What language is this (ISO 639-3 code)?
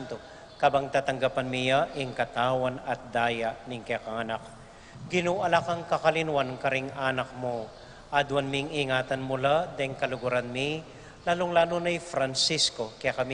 pam